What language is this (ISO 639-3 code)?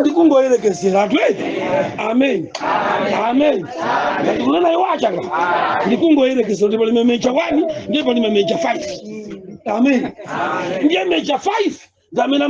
nya